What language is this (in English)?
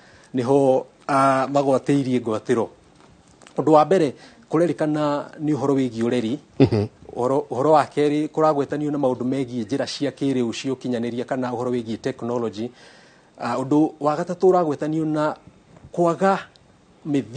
Kikuyu